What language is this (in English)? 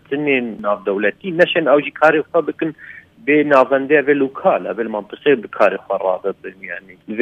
Kurdish